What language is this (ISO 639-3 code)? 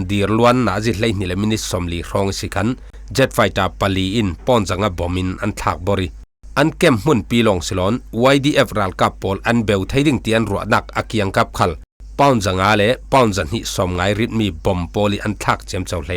cfm